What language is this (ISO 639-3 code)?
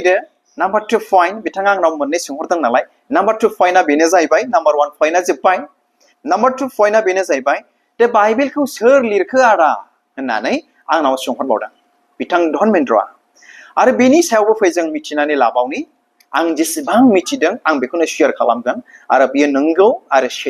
brx